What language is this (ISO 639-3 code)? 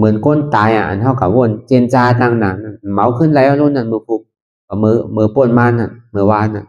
shn